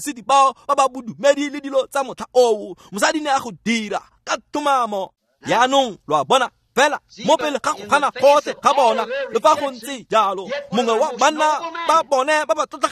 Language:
Tswana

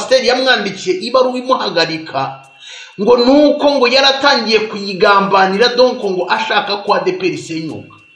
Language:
Kinyarwanda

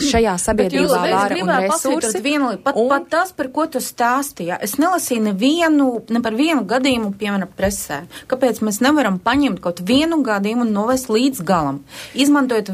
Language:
Latvian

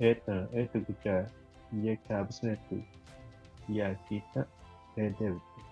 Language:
Bribri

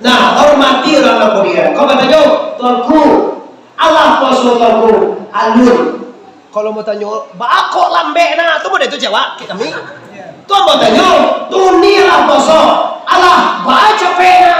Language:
Minangkabau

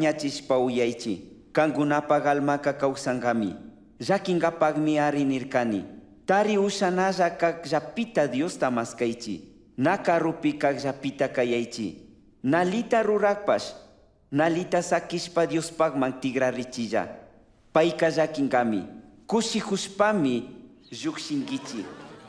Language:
Chimborazo Highland Quichua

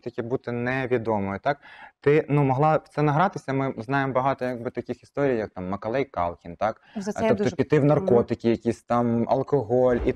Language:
Ukrainian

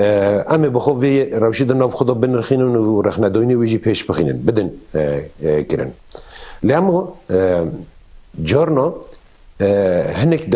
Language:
Kurdish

